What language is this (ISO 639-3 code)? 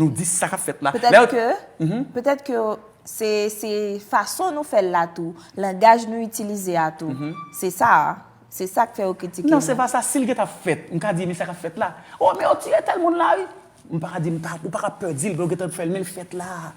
hat